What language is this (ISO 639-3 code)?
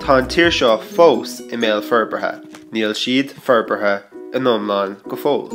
gle